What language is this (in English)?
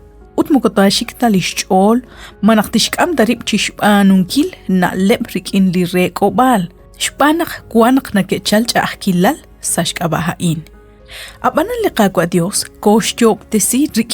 Kekchí